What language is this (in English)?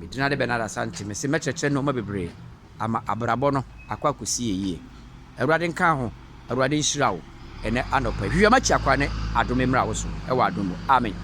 Akan